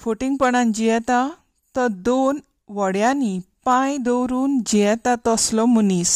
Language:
Konkani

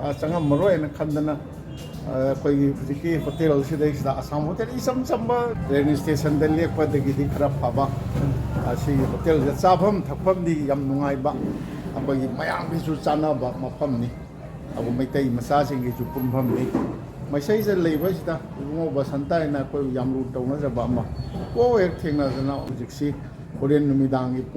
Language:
Manipuri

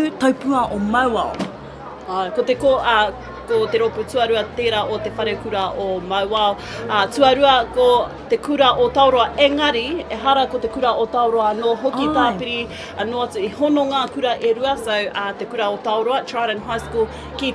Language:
Māori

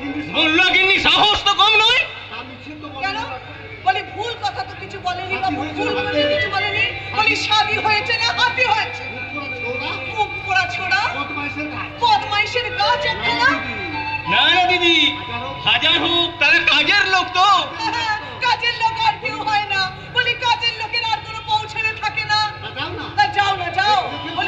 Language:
Bangla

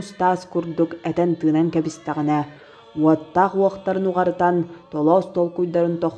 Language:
Yakut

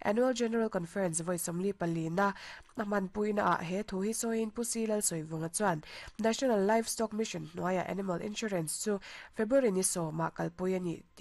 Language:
Mizo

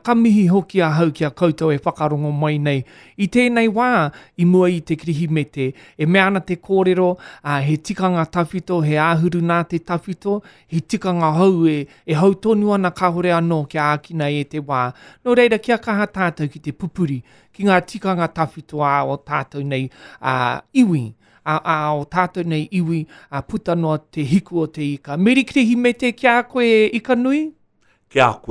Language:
Māori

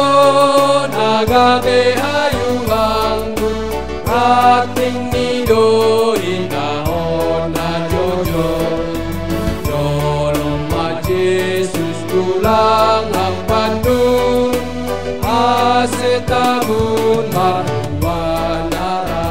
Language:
Batak Simalungun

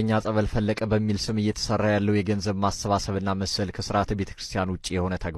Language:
Amharic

